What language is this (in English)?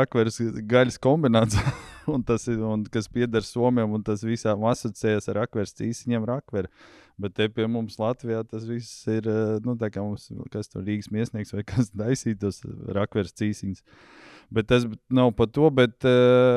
Latvian